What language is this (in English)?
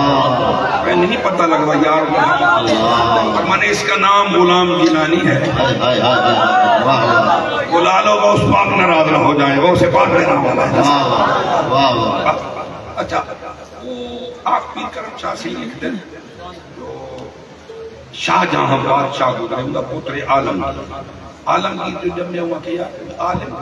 Saraiki